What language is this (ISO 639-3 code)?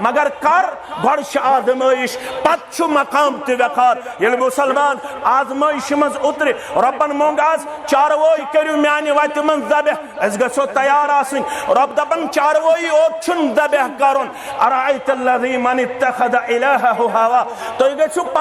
kas